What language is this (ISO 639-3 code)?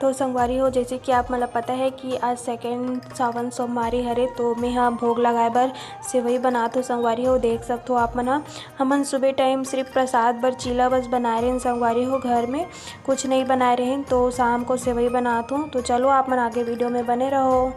hne